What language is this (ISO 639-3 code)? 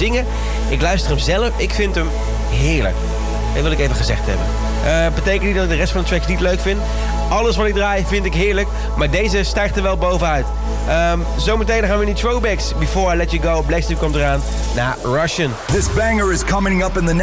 nld